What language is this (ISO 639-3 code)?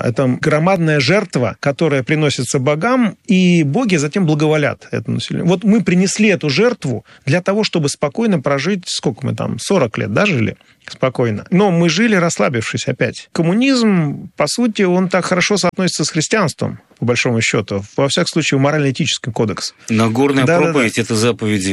rus